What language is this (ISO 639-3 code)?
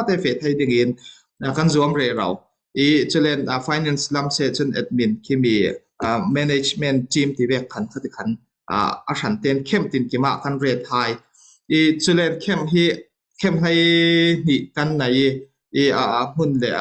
cfm